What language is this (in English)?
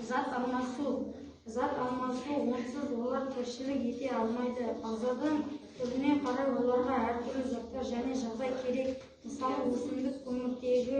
Kazakh